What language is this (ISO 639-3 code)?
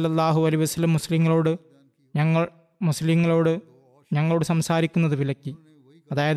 mal